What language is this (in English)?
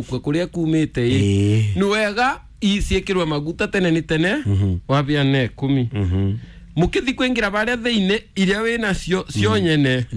Kikuyu